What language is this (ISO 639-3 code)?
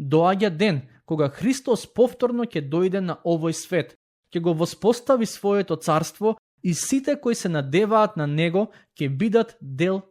mkd